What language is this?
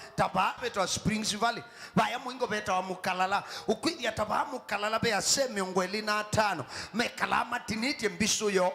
Kamba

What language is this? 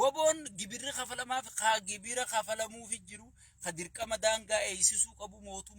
Oromo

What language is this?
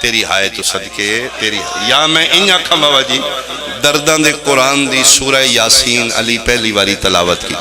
Pahari-Potwari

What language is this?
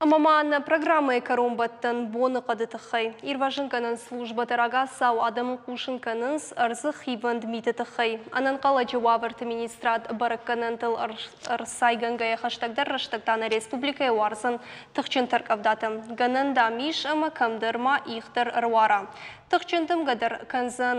Ossetic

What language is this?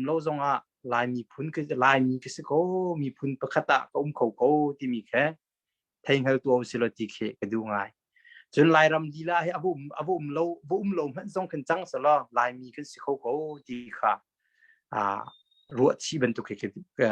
Hakha Chin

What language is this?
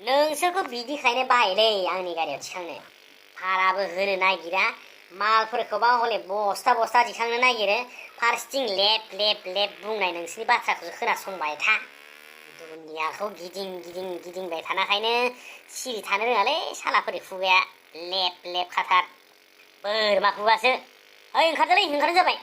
Bodo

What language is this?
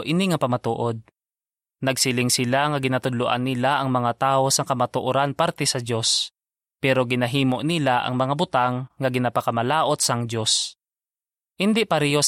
Hiligaynon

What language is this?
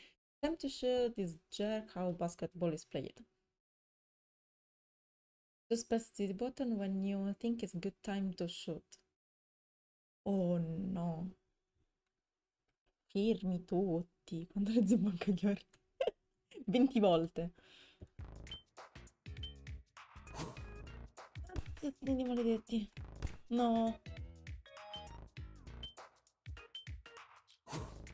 Italian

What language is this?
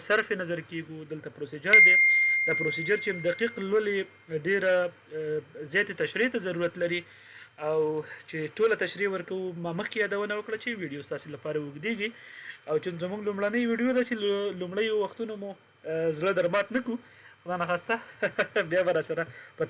Pashto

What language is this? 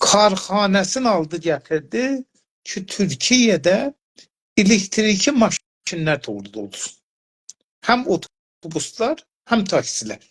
South Azerbaijani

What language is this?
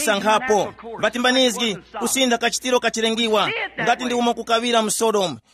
Tumbuka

